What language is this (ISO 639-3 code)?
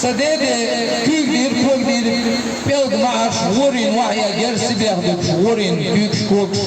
che